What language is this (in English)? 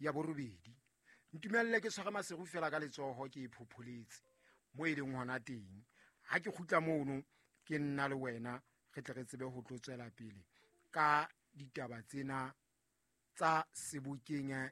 Southern Sotho